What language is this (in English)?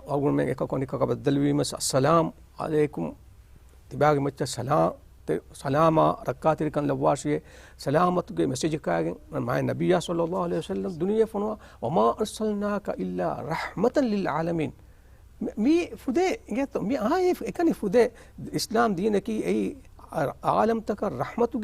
Divehi